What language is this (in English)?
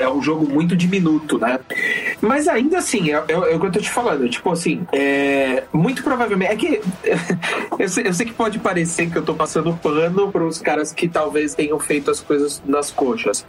Portuguese